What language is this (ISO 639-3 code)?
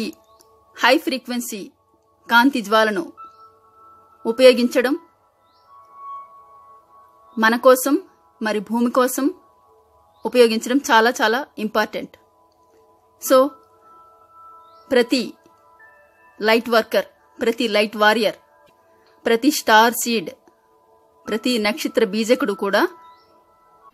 tel